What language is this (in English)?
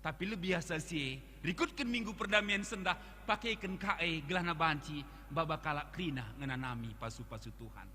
Batak Karo